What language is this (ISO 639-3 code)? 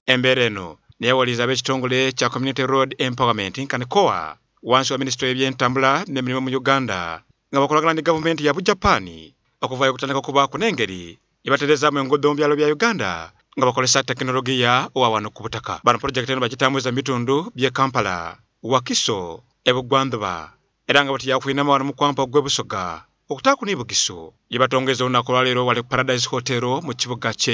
xog